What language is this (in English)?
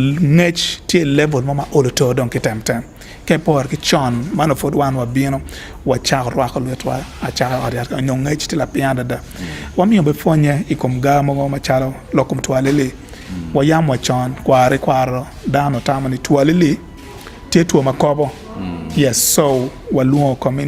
Acoli